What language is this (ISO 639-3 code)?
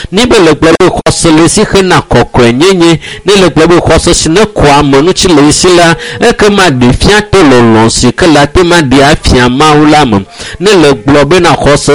ewe